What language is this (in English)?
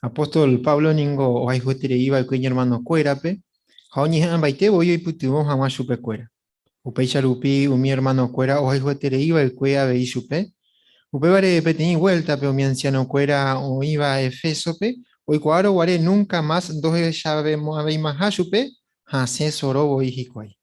Guarani